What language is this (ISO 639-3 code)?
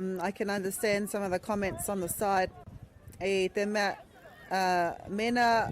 mri